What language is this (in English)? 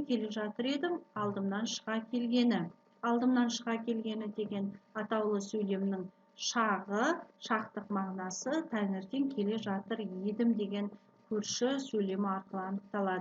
Kazakh